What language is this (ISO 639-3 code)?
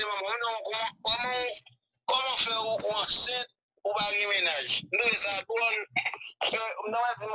hat